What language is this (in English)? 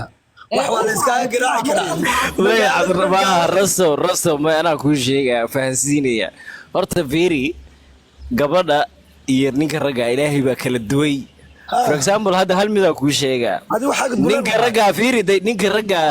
Somali